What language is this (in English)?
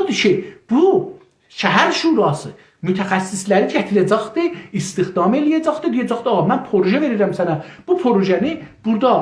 South Azerbaijani